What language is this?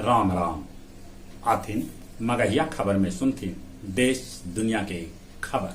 Magahi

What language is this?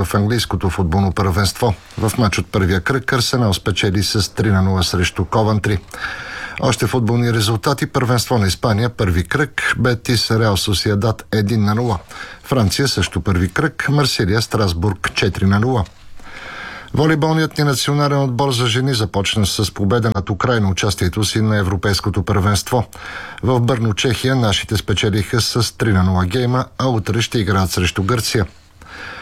Bulgarian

